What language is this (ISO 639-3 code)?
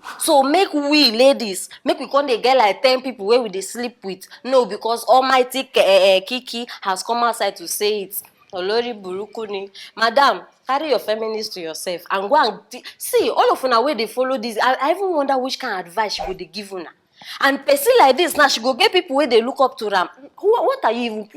pcm